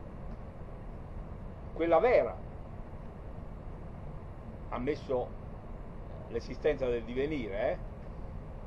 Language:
Italian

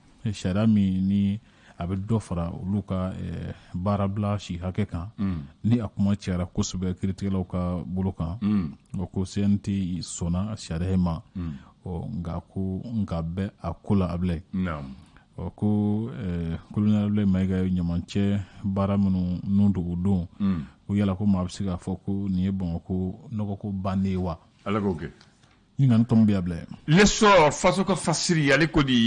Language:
Bambara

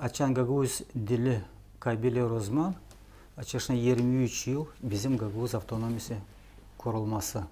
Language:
Gagauz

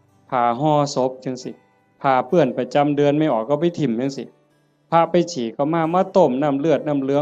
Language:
Northeastern Thai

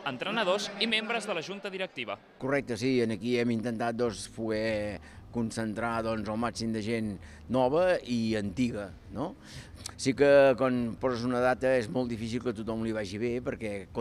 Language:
Catalan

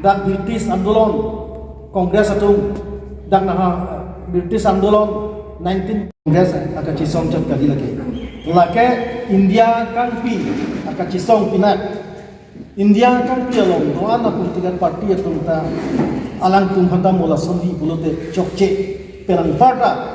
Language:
Karbi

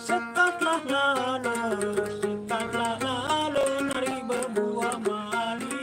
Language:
Sasak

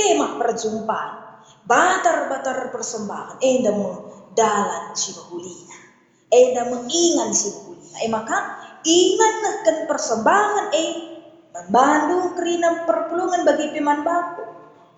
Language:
Batak Karo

